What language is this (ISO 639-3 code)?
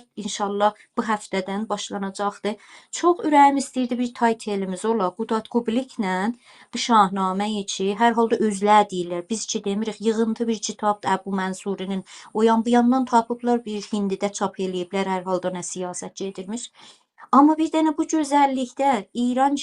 azb